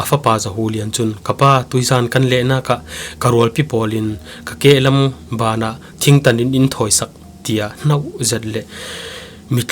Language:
Falam Chin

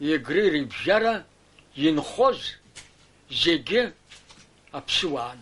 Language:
Abkhazian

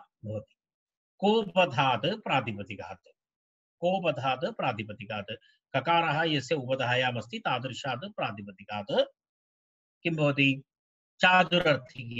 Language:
Sanskrit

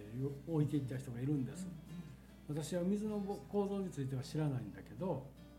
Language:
Japanese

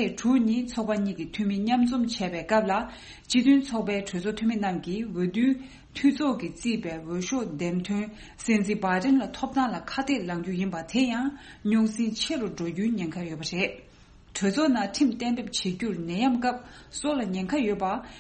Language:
Tibetan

